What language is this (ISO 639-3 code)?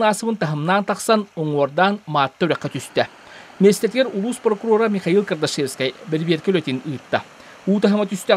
sah